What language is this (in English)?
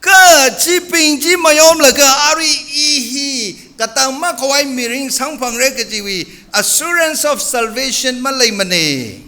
Tangkhul Naga (India)